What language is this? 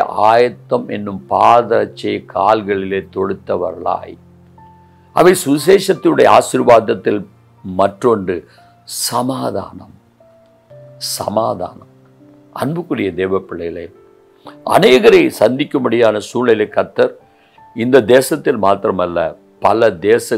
Tamil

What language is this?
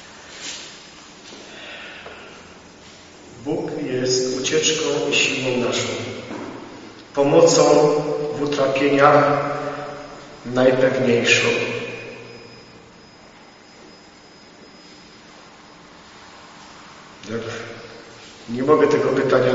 Polish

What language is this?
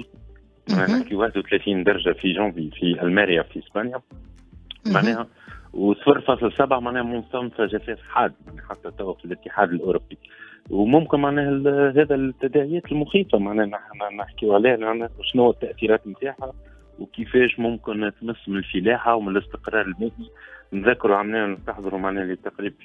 Tunisian Arabic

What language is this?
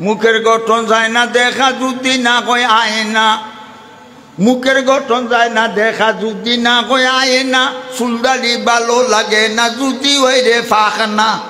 Sylheti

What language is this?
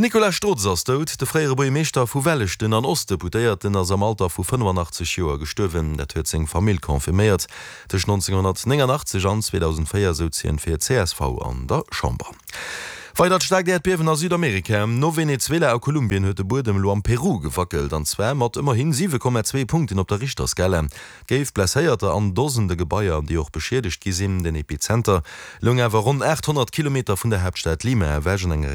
Luxembourgish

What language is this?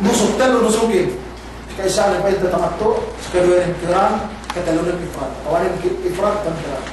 Yakan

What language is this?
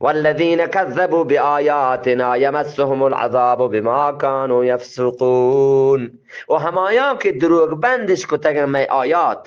Eastern Balochi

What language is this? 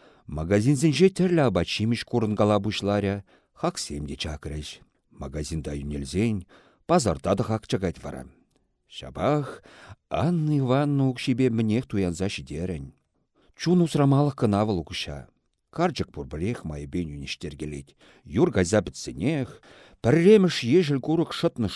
Chuvash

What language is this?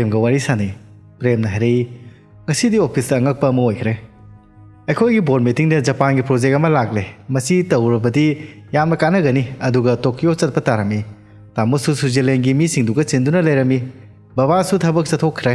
Manipuri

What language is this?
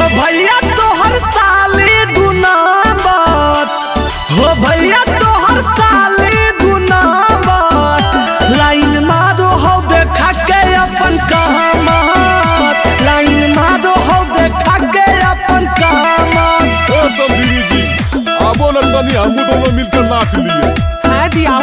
Magahi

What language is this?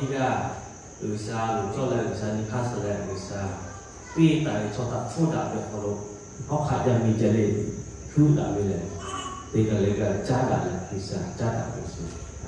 Lahu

